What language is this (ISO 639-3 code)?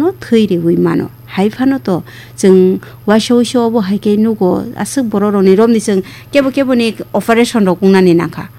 trp